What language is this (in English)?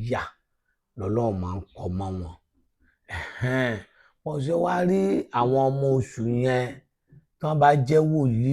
Yoruba